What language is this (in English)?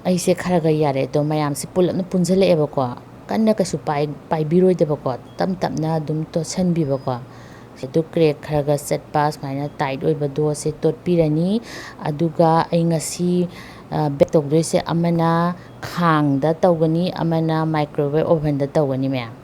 Manipuri